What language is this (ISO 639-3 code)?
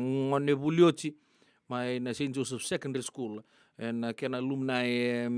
fij